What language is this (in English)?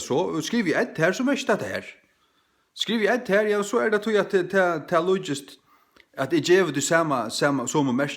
Faroese